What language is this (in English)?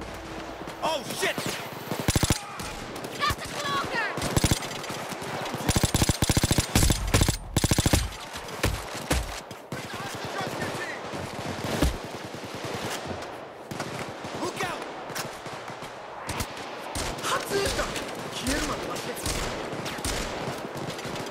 English